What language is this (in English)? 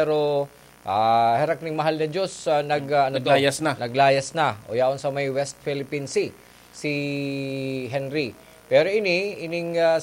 Bikol